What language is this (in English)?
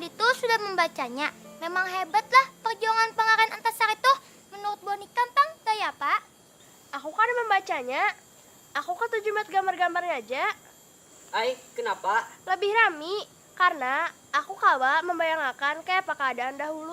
Banjar